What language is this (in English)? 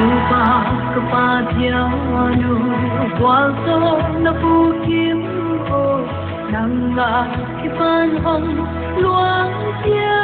Paite Chin